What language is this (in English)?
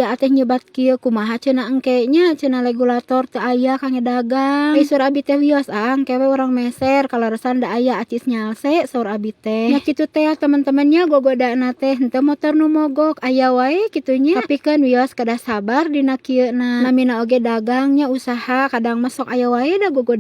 Sundanese